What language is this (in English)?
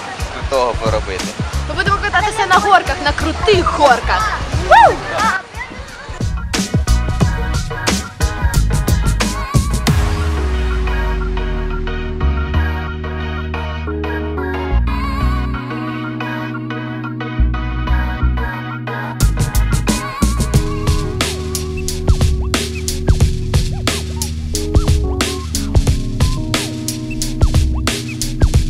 Ukrainian